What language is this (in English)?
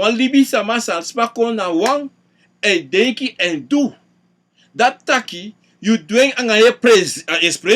Sranan Tongo